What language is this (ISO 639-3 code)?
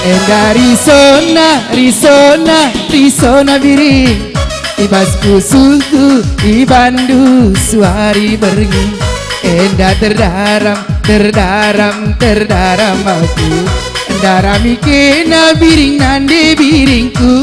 btx